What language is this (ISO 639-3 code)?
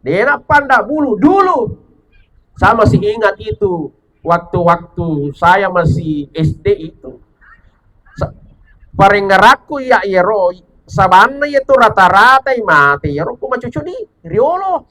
bug